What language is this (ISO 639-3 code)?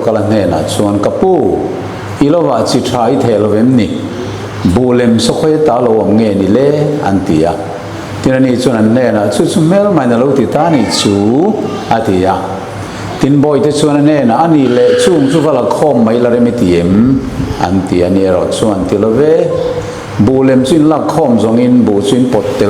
lus